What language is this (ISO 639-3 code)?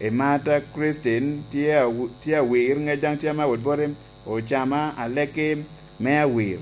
laj